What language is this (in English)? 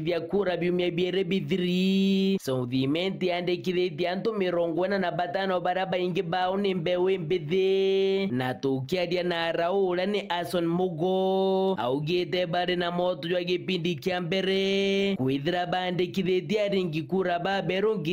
Meru